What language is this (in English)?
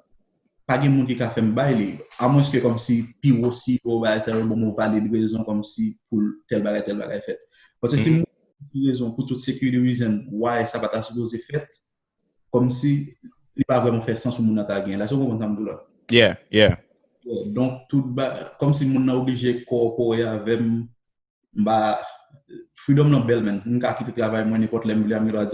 Haitian Creole